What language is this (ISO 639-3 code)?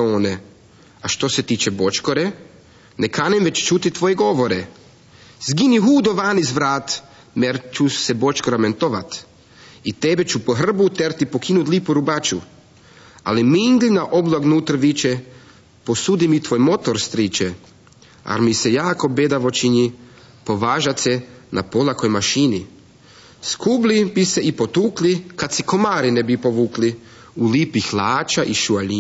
srp